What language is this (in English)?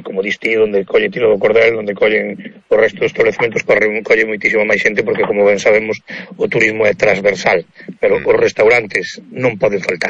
Galician